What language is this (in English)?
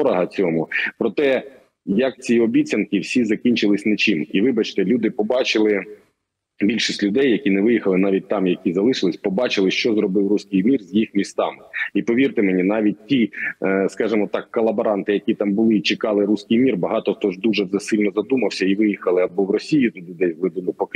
Ukrainian